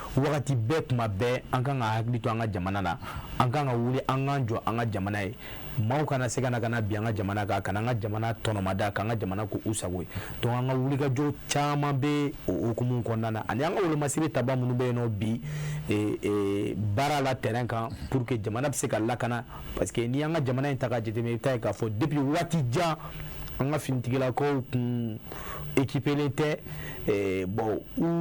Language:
Bambara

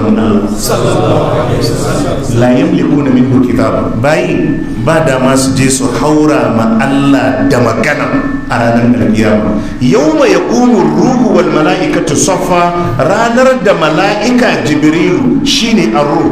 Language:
Hausa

